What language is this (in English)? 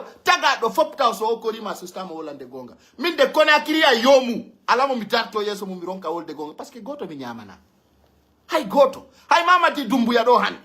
Pular